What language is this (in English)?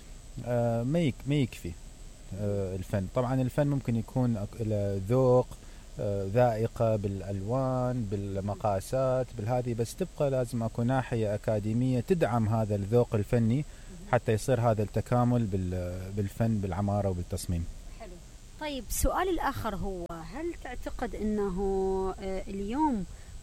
Mesopotamian Arabic